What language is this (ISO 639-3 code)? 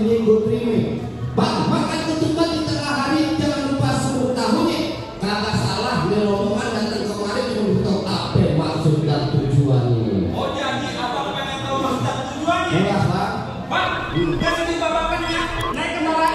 bew